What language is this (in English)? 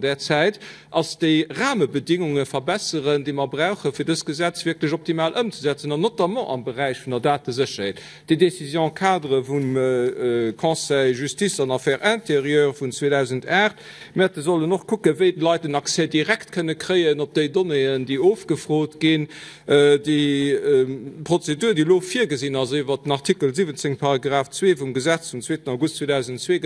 Luxembourgish